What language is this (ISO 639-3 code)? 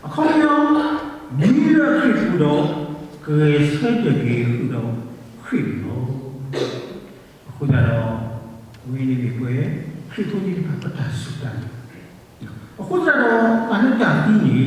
ksw